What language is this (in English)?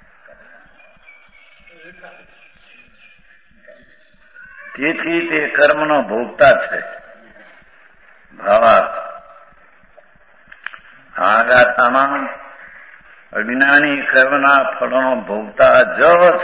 Gujarati